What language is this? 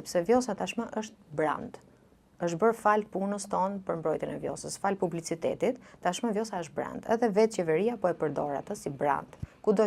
Albanian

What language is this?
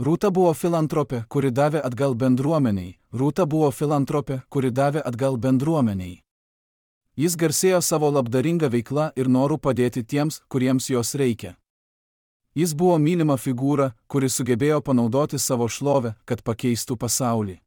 Lithuanian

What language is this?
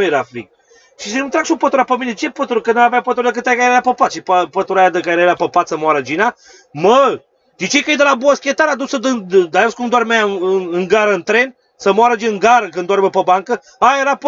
Romanian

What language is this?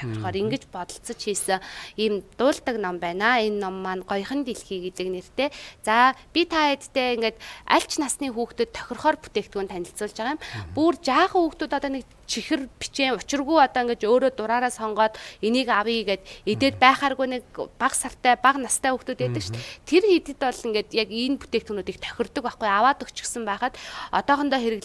Mongolian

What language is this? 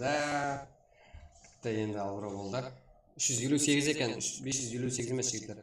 Kara-Kalpak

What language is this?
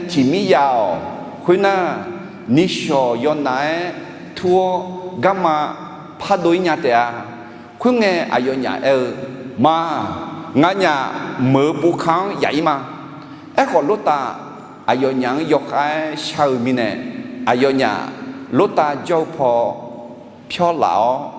Akha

